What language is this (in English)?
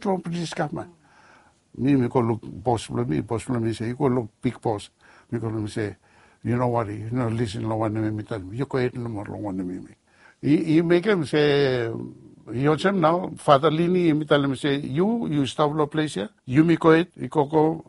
Bislama